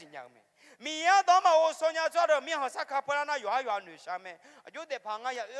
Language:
Akha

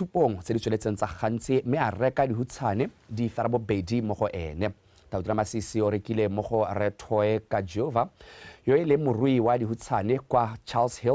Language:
Tswana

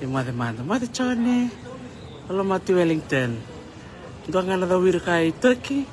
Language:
Fijian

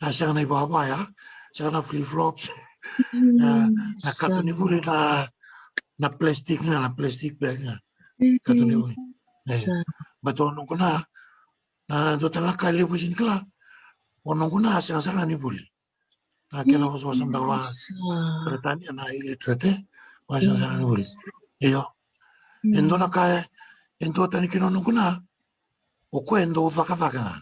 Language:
Fijian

